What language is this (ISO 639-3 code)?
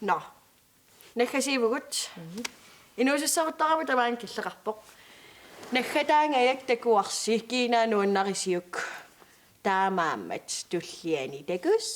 kal